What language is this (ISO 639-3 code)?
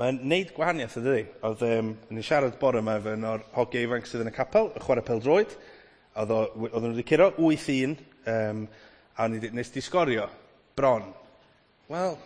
cym